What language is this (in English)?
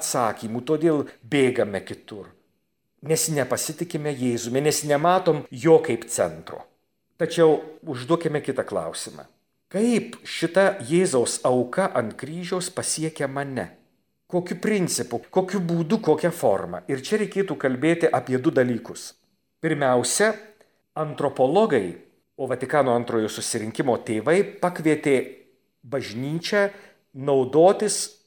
Lithuanian